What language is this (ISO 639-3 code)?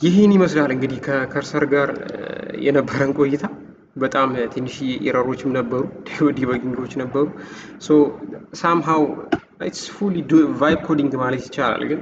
amh